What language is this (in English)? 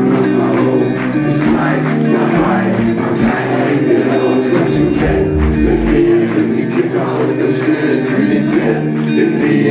German